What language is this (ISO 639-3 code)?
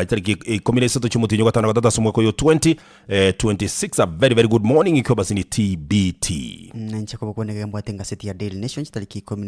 guz